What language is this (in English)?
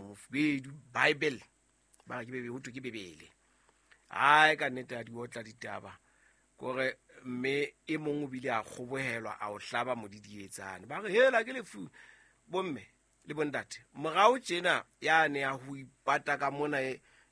Southern Sotho